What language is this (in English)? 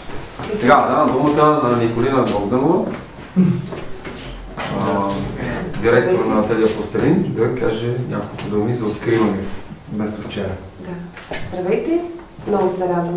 Bulgarian